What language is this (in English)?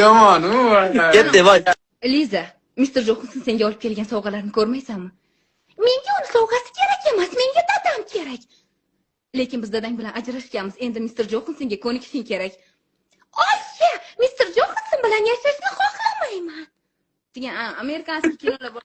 Uzbek